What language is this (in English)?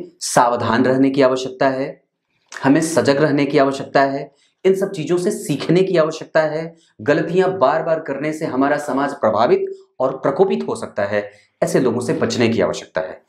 Hindi